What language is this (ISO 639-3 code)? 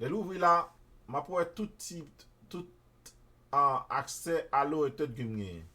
hat